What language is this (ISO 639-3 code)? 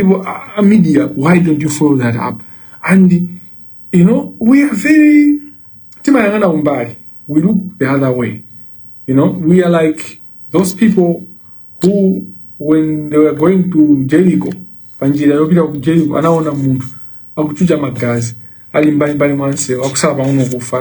nya